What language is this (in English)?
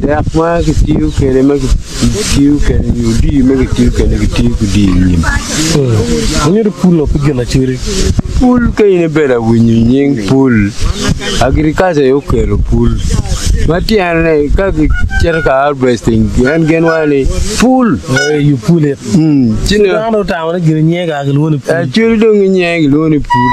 Acoli